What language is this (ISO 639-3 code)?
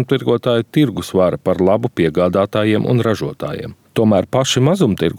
lav